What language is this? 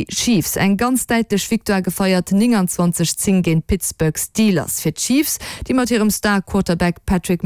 Luxembourgish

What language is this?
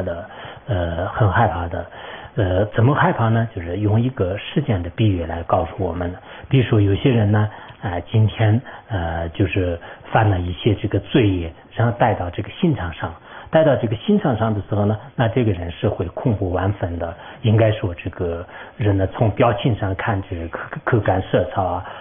Chinese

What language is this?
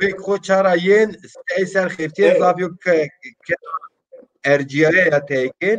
Zaza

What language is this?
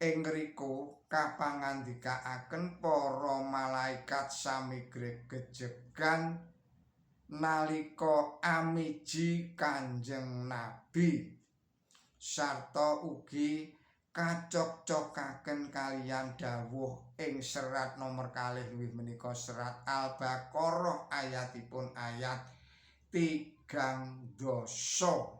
Javanese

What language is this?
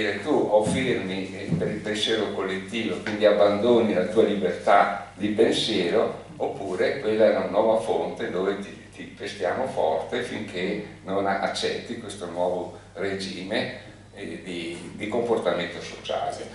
Italian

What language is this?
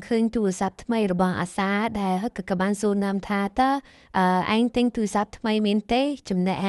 Khmer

